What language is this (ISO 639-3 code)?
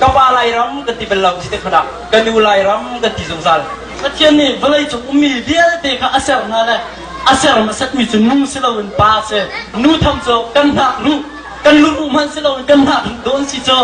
cnh